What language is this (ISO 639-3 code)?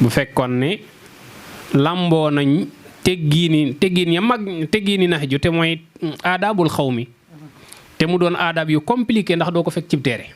wol